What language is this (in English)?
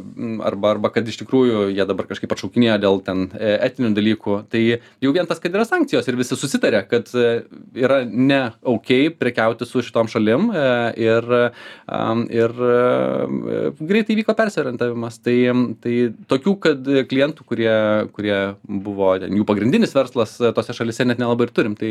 Lithuanian